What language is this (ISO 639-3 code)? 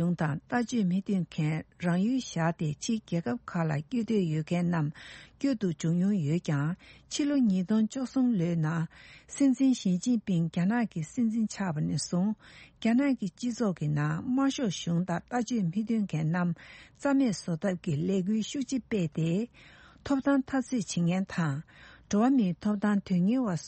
bod